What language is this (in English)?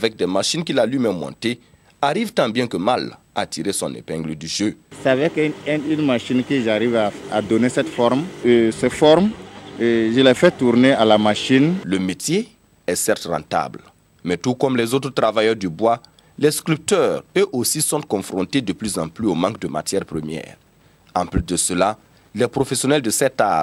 French